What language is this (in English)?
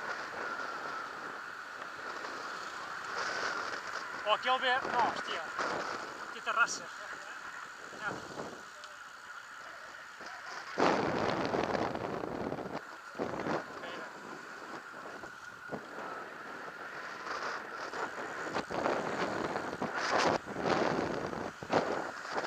Catalan